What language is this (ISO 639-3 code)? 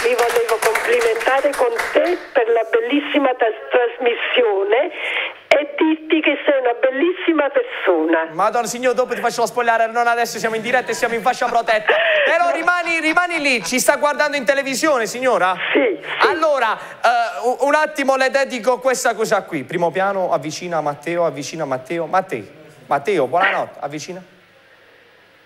ita